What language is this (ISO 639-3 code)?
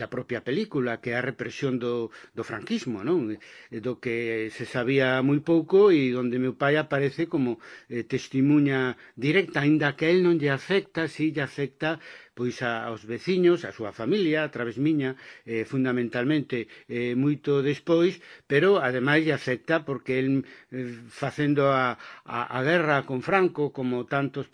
glg